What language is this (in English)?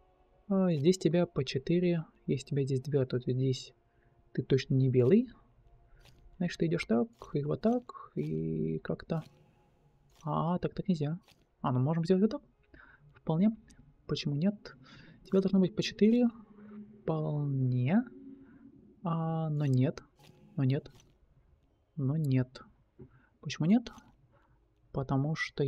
Russian